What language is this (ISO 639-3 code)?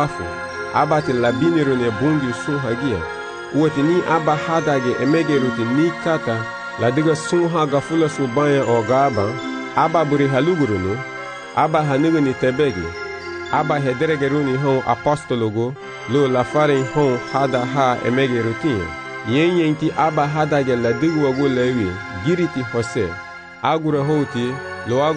cab